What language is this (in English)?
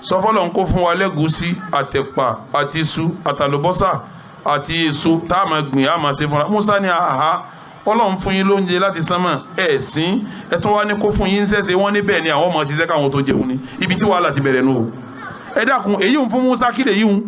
Yoruba